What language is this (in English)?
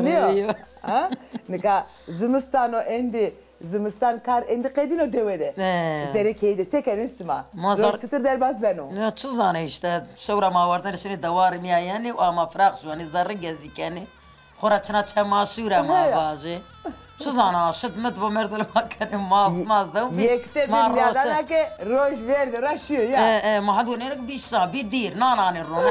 Zaza